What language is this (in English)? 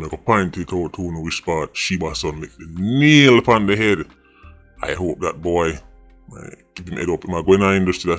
Jamaican Creole English